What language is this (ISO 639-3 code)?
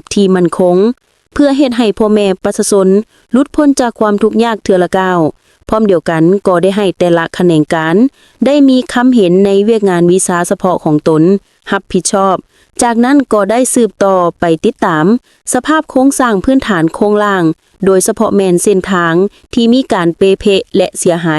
lao